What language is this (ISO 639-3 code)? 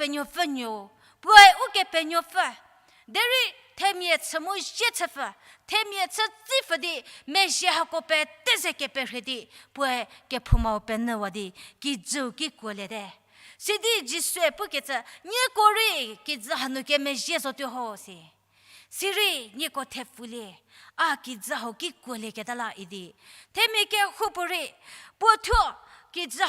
njm